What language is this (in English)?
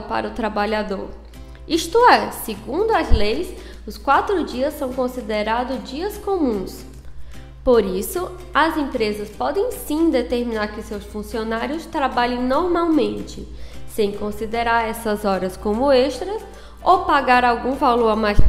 Portuguese